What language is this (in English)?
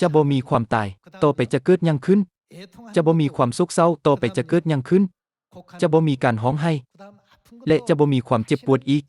Lao